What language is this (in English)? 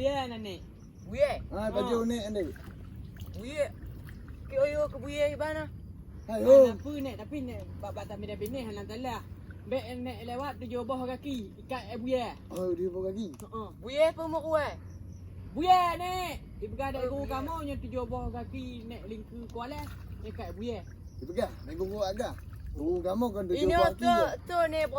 Achinese